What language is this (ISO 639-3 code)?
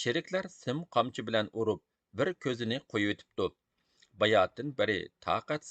uig